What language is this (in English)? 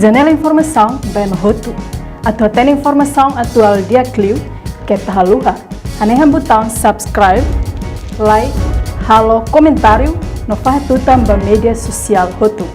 Tetum